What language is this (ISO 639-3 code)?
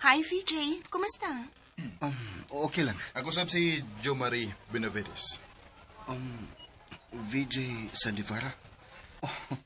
ceb